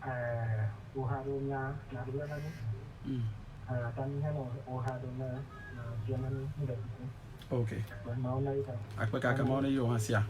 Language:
Ewe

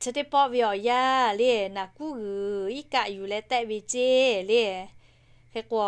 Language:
Lahu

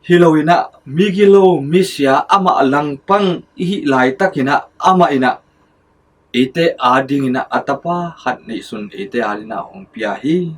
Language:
Tedim Chin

